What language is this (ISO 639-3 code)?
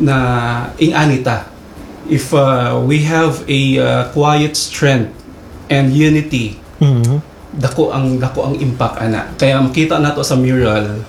ceb